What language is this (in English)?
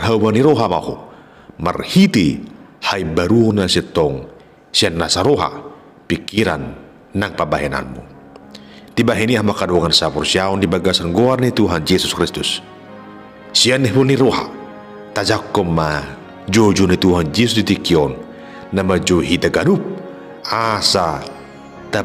Batak Toba